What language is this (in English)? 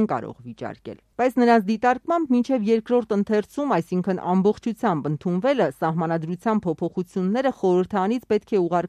Armenian